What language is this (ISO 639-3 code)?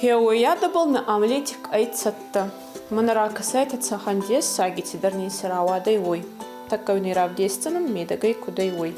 oss